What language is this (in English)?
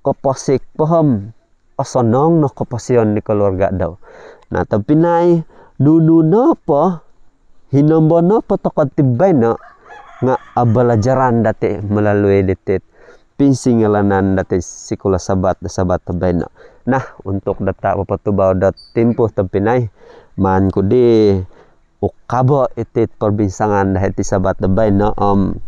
Central Dusun